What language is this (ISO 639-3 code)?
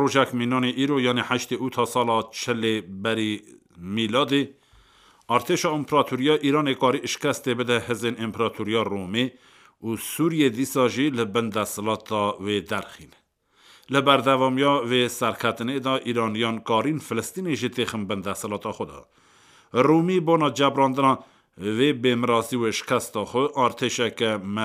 kur